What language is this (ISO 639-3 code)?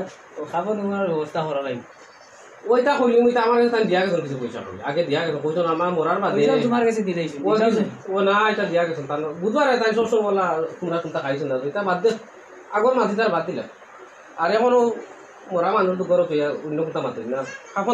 syl